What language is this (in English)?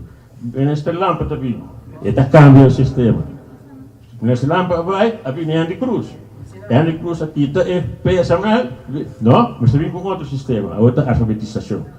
Papiamento